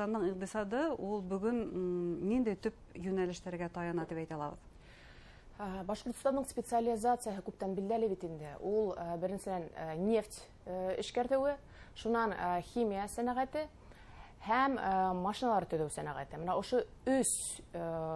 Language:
Bashkir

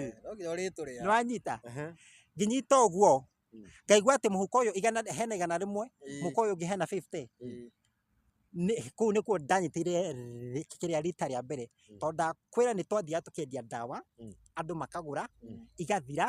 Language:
Kikuyu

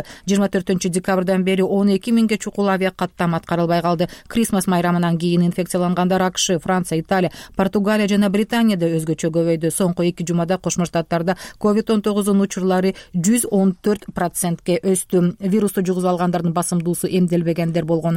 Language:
Kyrgyz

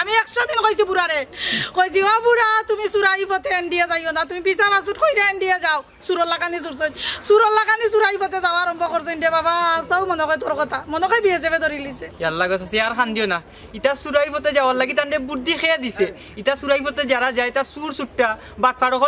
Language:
Sylheti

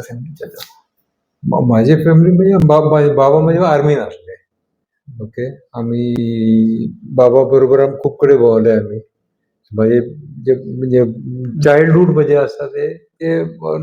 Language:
Konkani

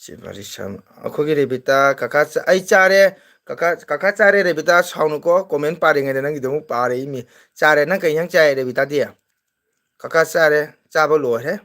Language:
Manipuri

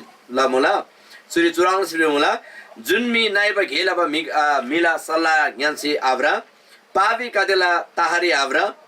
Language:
Eastern Tamang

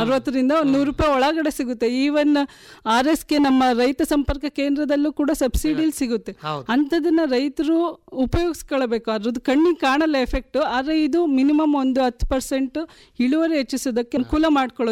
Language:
Kannada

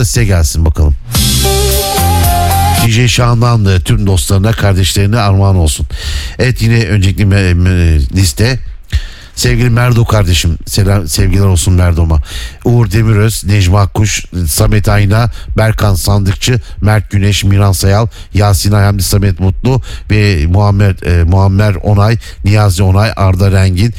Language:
Turkish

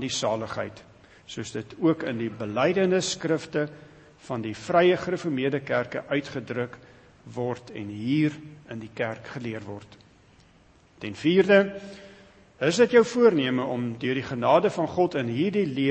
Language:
Afrikaans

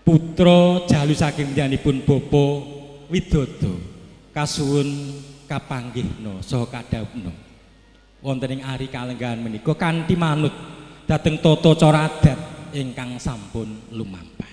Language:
Javanese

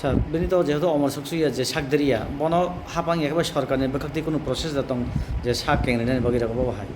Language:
Kok Borok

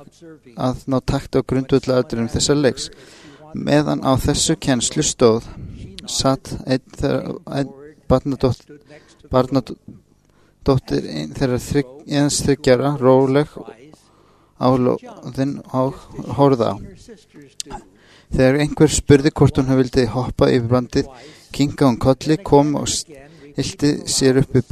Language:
Icelandic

